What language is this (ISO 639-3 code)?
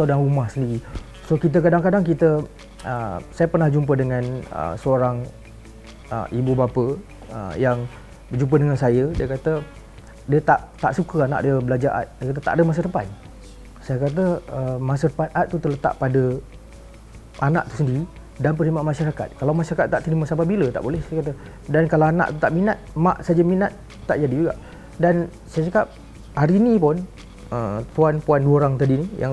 msa